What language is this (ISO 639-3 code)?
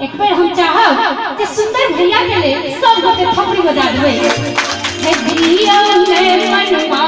mai